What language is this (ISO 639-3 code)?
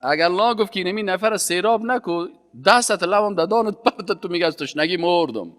fas